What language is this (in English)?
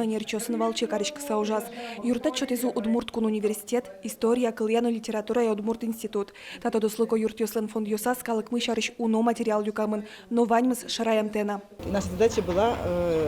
Udmurt